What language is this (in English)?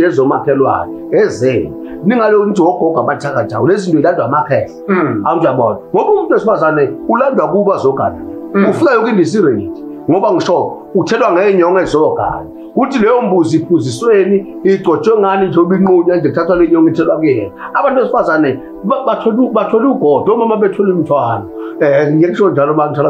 Zulu